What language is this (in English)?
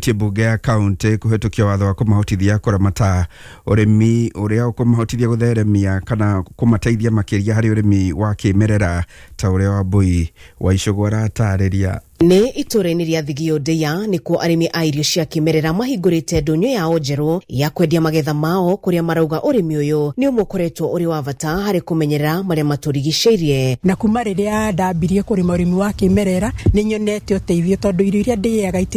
Kikuyu